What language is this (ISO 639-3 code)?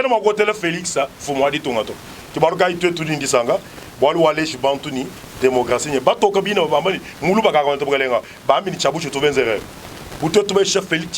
lua